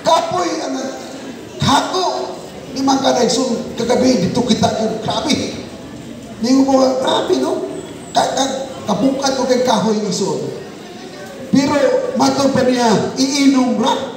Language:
Cebuano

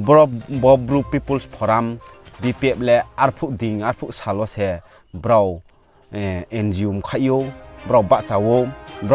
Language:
Riang (India)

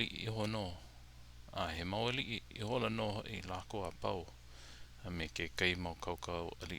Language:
Hawaiian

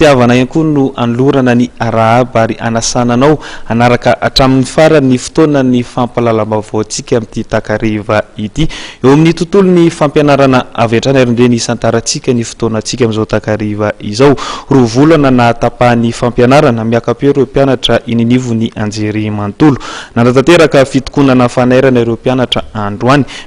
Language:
Malagasy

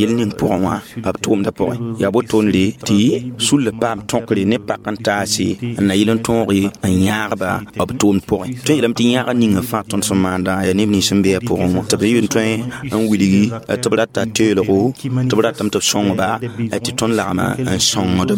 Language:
Mossi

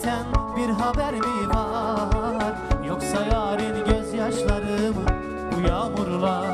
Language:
Turkish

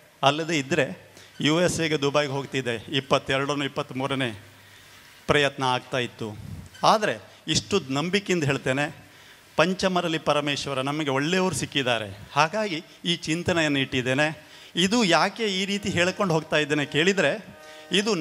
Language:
Kannada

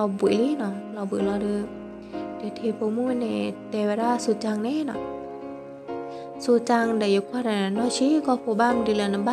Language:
S'gaw Karen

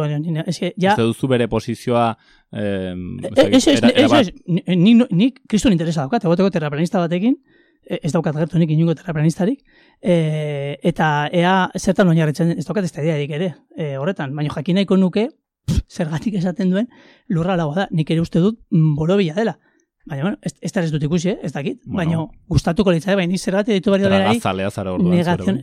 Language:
Basque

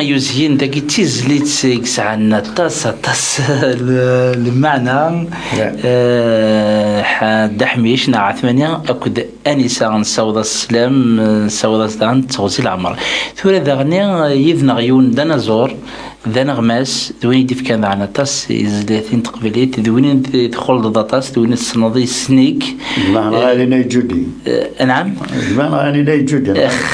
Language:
Kabyle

